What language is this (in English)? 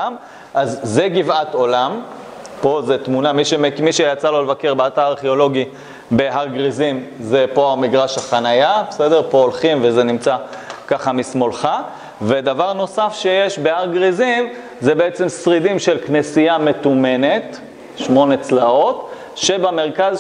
Hebrew